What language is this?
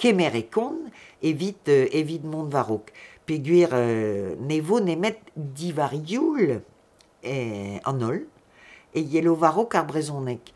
Breton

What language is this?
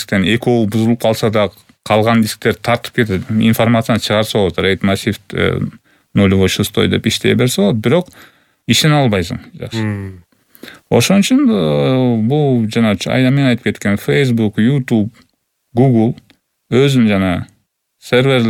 Kyrgyz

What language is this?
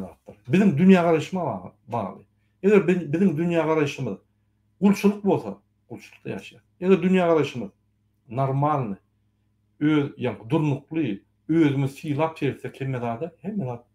Turkmen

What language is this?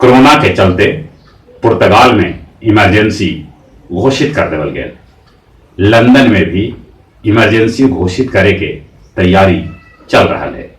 Magahi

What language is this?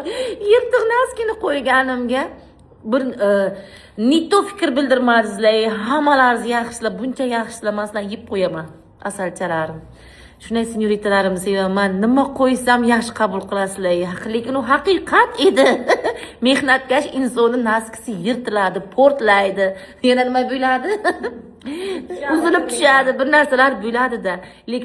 Uzbek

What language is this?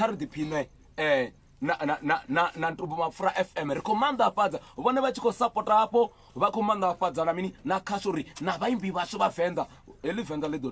Venda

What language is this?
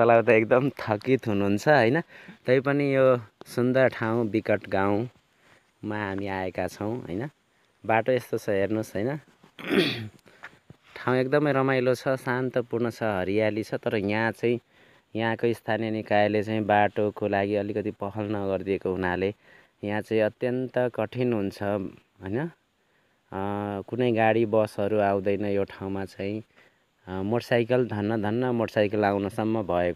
Nepali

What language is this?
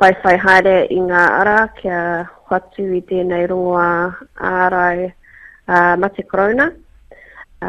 Māori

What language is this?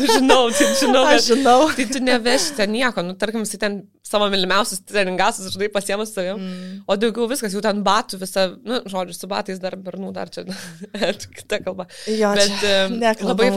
Lithuanian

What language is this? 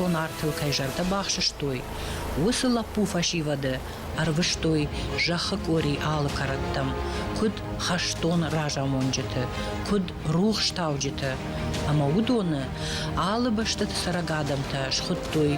Ossetic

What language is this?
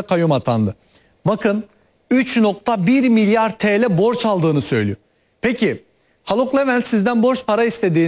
Turkish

